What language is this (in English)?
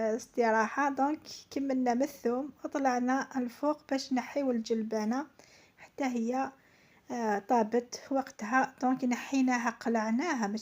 Algerian Arabic